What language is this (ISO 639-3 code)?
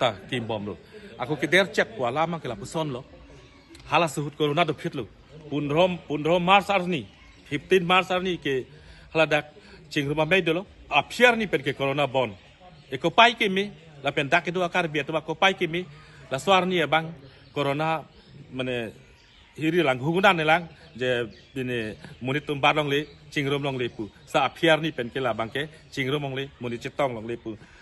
mjw